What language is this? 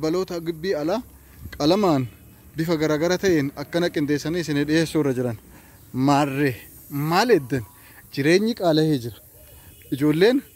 Oromo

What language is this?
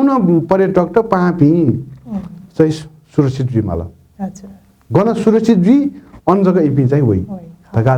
Newari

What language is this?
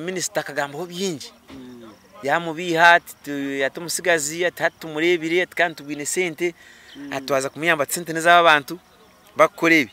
Nyankole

